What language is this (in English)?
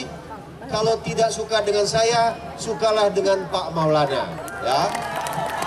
Indonesian